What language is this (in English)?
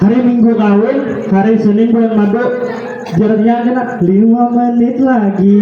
Banjar